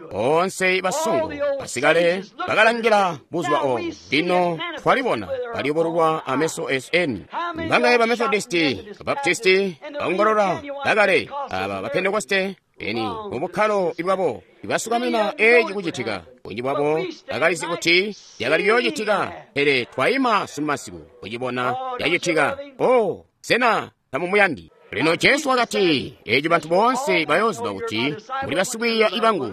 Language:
Tonga (Zambia)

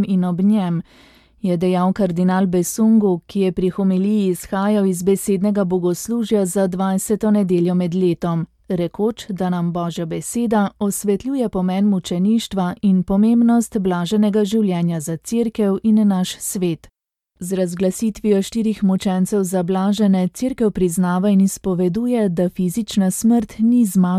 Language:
Slovenian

